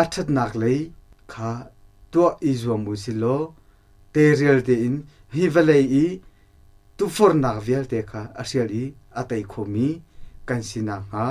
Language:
Hakha Chin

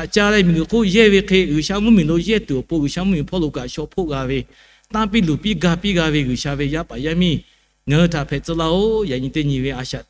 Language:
Lahu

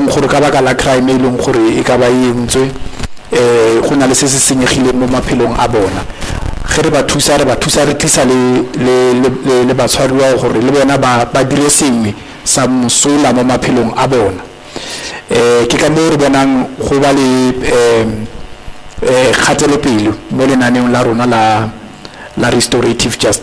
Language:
Tswana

